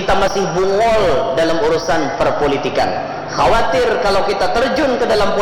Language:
Banjar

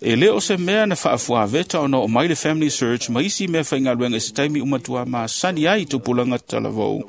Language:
Samoan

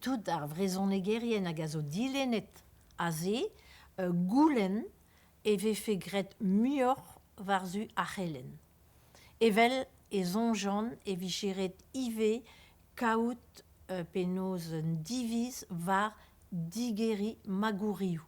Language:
Breton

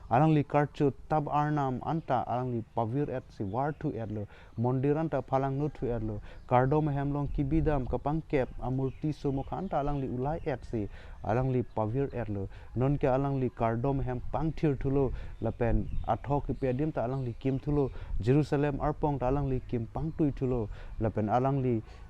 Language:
Karbi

